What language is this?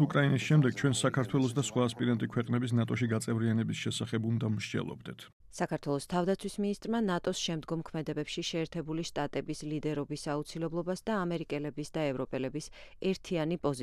Georgian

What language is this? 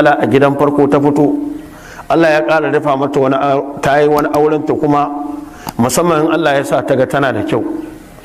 Hausa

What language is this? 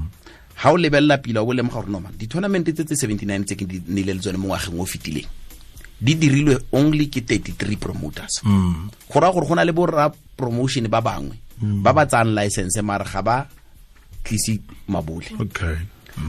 Tswana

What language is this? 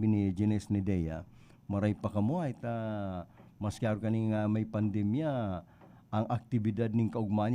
Bikol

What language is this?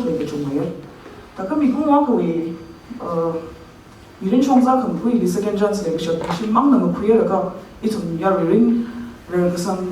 Tangkhul Naga (India)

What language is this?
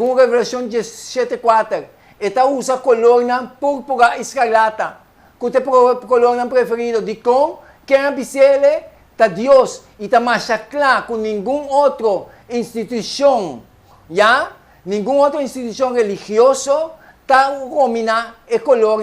Papiamento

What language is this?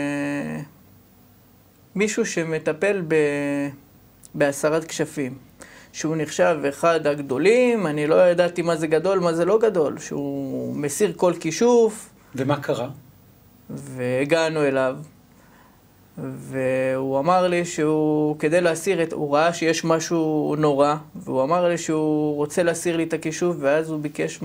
Hebrew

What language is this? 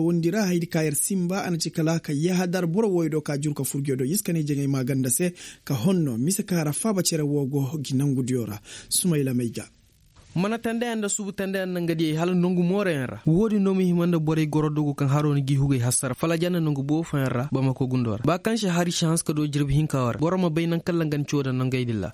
Koyraboro Senni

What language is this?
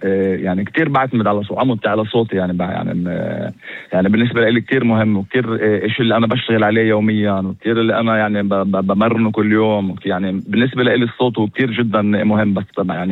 North Levantine Arabic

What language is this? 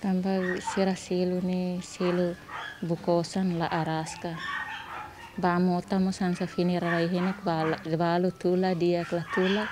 Tetum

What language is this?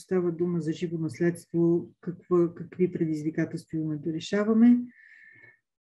Bulgarian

